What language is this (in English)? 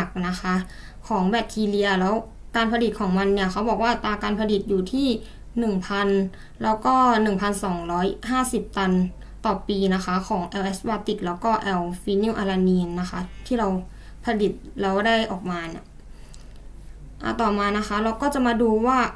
Thai